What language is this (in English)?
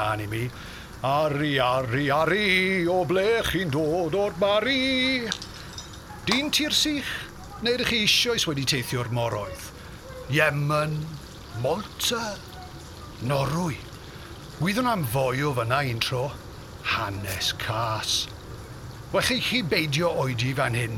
Welsh